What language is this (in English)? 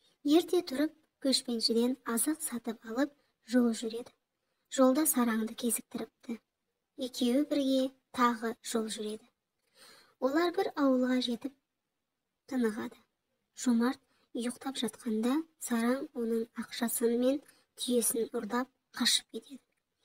Kazakh